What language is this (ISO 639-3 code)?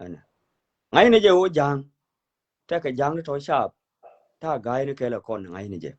nus